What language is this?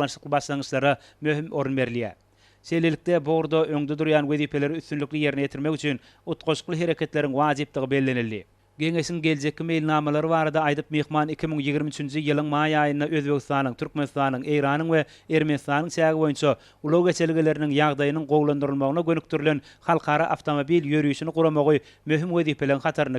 Turkmen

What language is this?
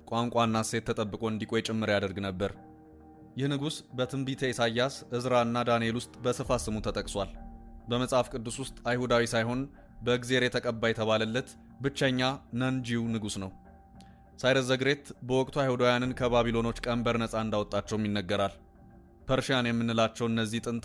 Amharic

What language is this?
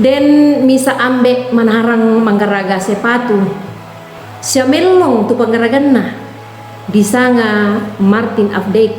Toraja-Sa'dan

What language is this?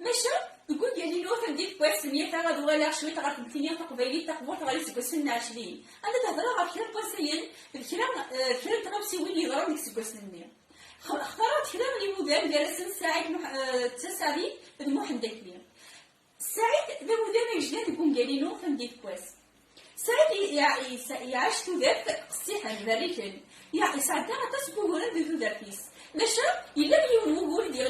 Kabyle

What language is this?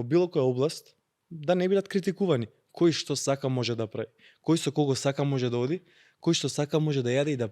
Macedonian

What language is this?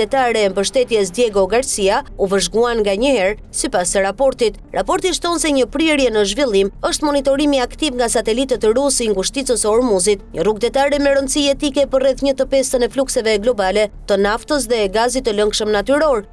Albanian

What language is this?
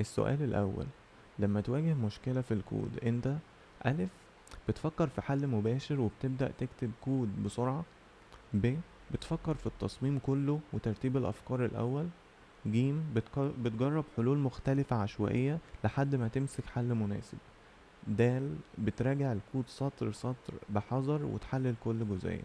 Egyptian Arabic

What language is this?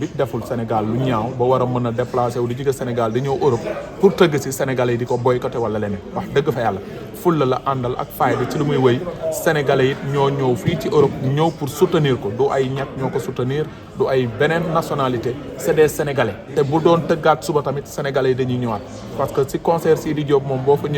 Wolof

